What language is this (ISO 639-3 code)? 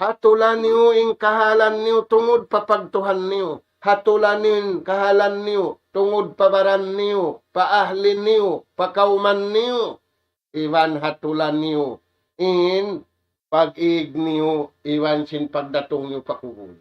tsg